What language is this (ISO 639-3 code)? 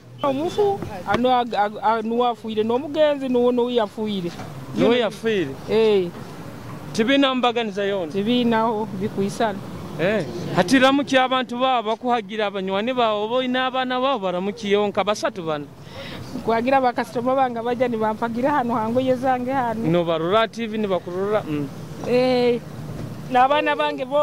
nyo